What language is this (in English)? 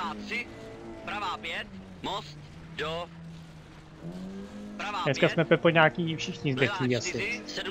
Czech